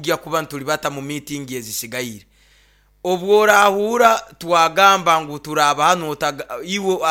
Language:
Nyoro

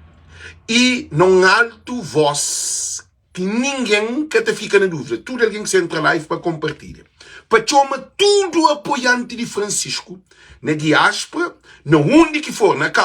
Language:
Kabuverdianu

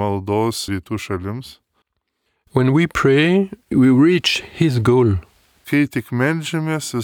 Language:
Lithuanian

